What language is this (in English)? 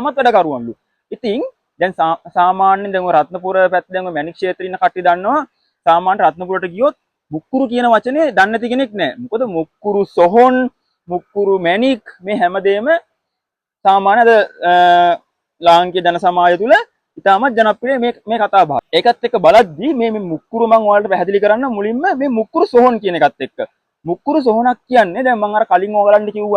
Sinhala